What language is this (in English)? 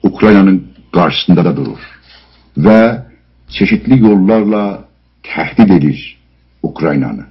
South Azerbaijani